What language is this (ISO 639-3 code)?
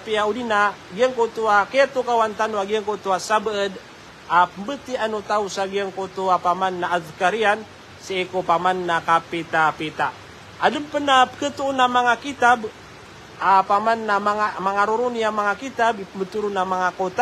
mrw